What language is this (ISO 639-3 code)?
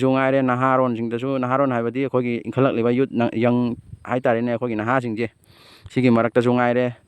mni